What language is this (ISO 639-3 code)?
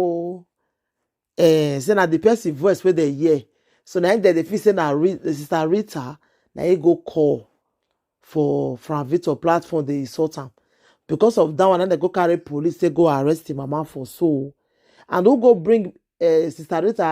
pcm